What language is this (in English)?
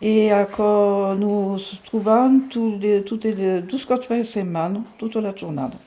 Occitan